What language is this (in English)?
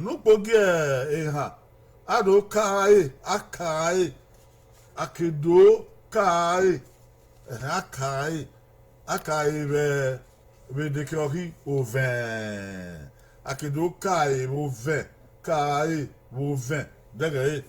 Bini